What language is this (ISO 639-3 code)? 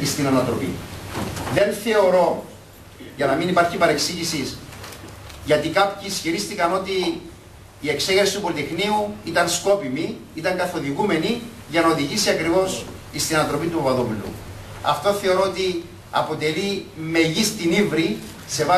ell